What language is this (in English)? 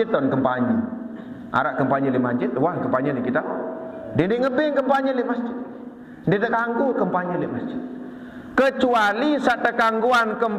Sasak